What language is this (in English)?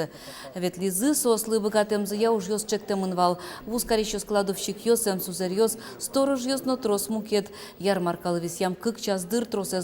Udmurt